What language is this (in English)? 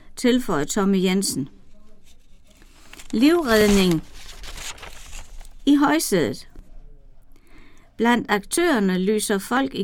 Danish